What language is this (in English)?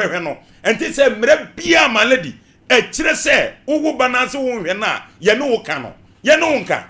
Akan